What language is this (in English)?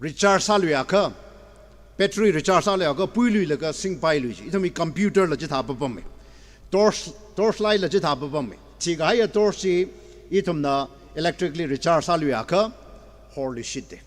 Tangkhul Naga (India)